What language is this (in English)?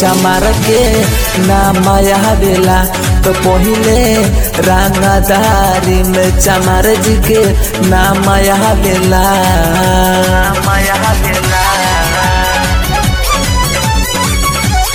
Bhojpuri